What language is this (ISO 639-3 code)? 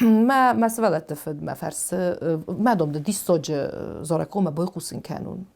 oss